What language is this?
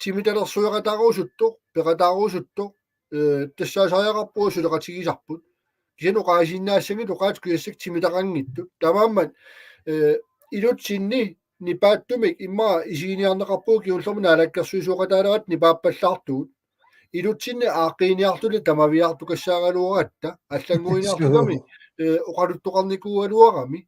Kalaallisut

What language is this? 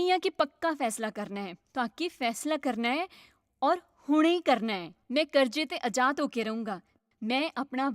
Dogri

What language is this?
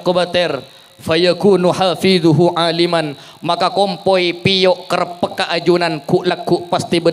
Madurese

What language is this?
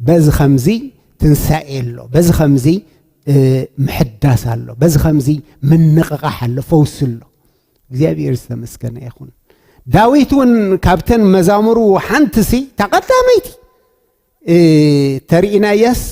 Tigrinya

